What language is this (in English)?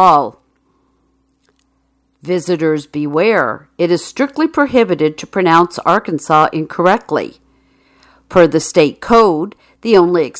English